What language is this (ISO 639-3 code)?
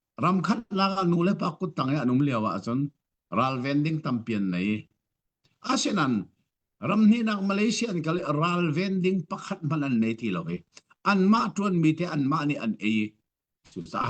cnh